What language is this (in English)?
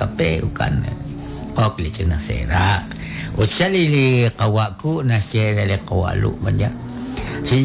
Kekchí